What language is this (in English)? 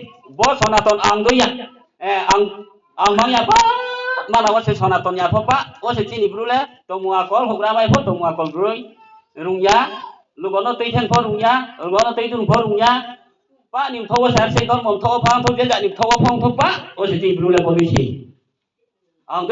Riang (India)